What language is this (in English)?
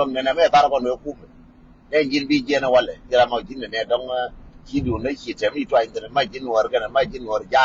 Nuer